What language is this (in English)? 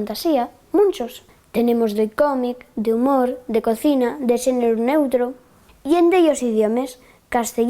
Asturian